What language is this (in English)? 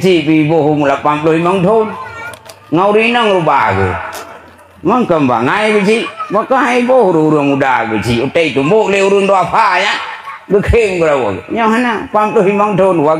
Achinese